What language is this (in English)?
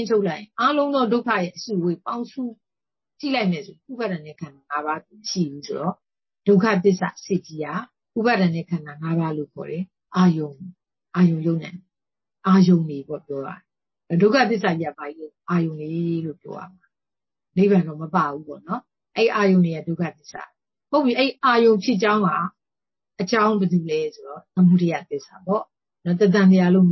Burmese